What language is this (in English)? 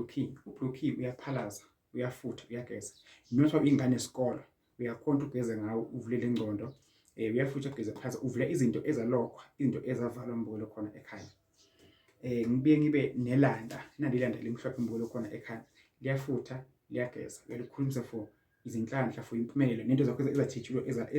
Zulu